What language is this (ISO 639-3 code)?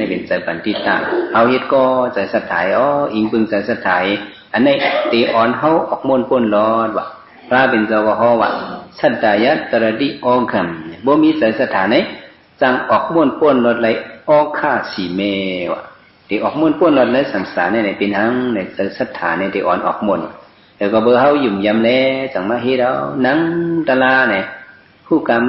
shn